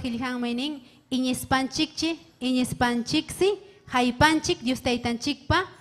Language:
Ayacucho Quechua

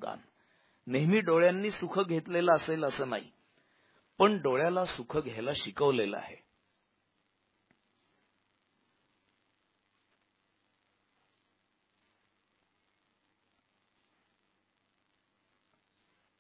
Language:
Marathi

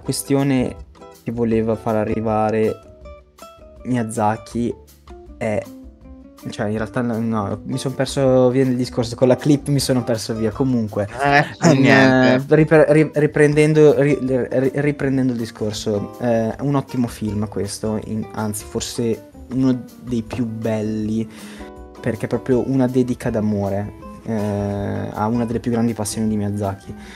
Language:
Italian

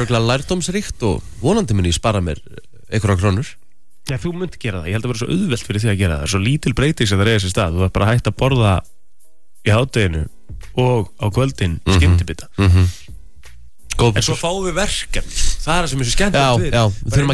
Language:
Icelandic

